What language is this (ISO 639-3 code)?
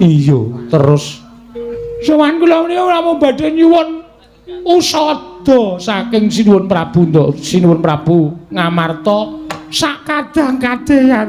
jav